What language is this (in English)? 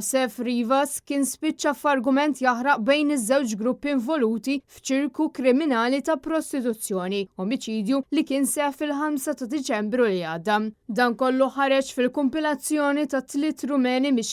Maltese